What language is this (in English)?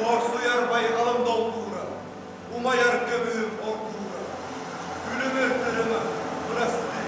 Yakut